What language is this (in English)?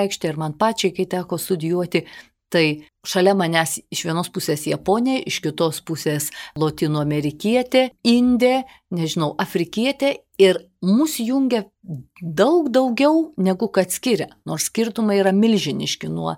Lithuanian